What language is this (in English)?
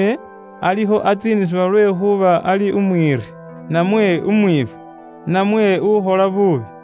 Luyia